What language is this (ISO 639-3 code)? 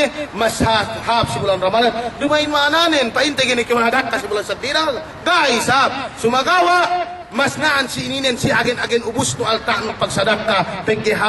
yka